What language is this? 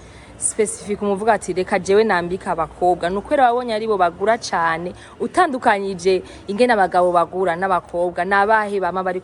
Rundi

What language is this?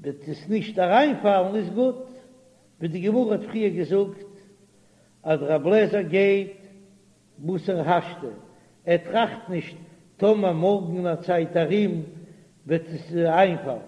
Yiddish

